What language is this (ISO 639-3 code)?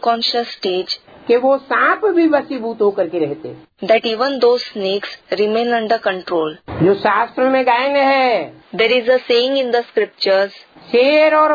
hin